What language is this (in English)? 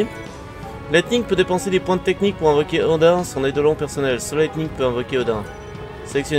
French